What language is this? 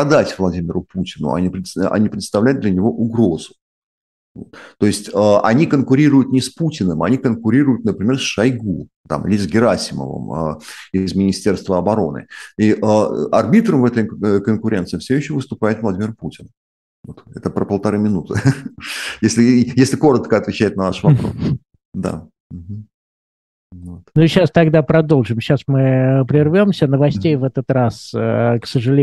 Russian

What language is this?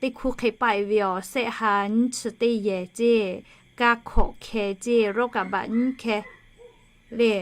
Lahu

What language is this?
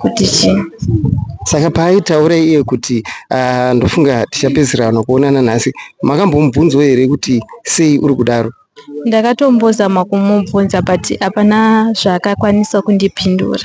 Shona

